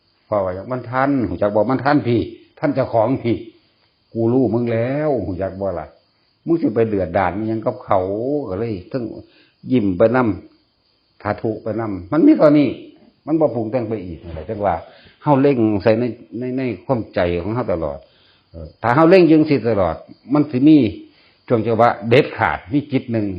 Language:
Northeastern Thai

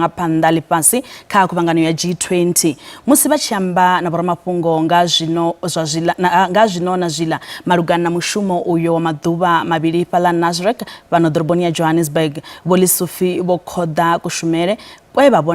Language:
Venda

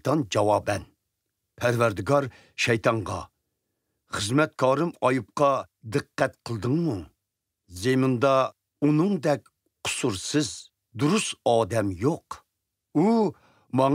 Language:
Uyghur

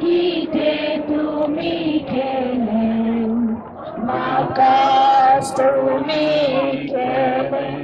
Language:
Konkani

